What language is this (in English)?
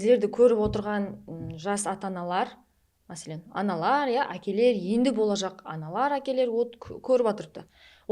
Kara-Kalpak